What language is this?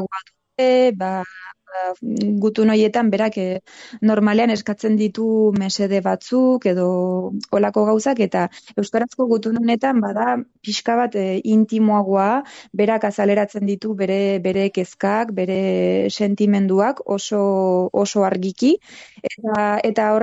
Basque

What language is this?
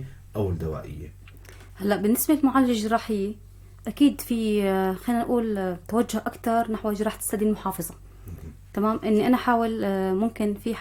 North Levantine Arabic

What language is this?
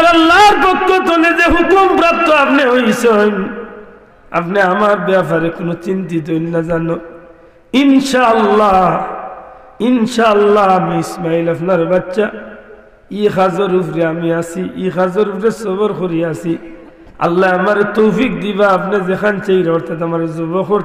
Sylheti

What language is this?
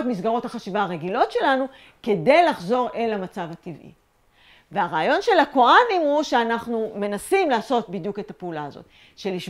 Hebrew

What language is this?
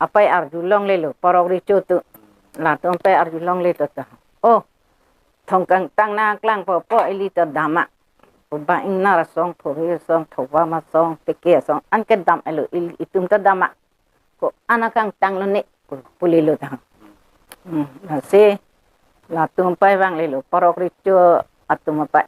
Karbi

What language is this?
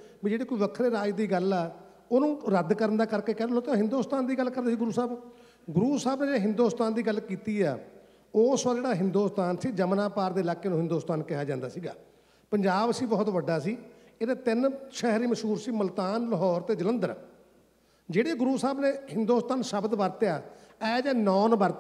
Punjabi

